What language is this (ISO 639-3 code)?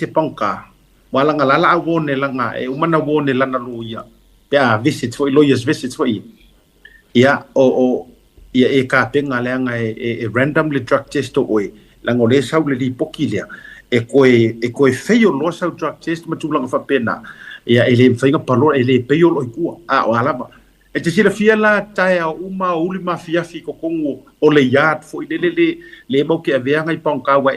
smo